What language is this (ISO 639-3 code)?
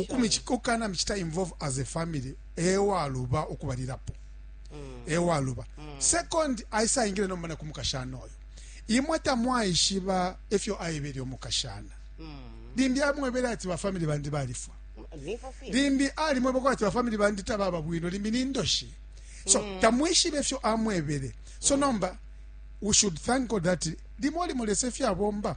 bem